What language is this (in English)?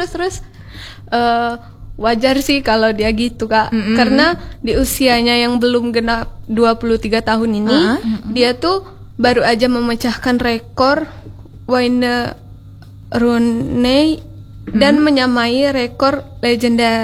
Indonesian